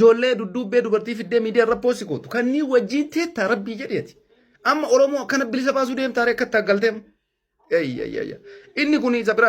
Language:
Oromo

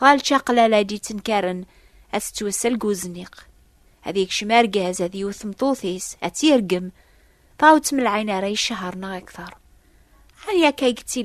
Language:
Kabyle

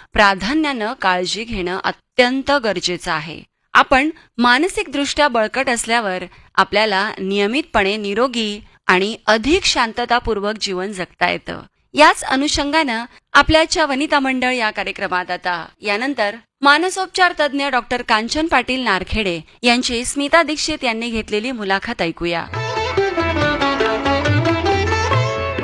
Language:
Marathi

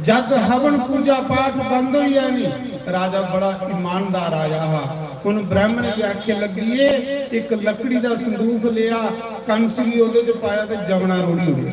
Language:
Dogri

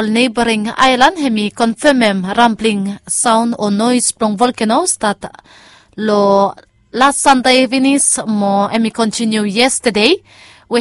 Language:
Bislama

